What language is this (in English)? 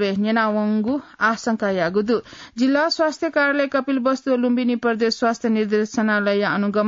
Newari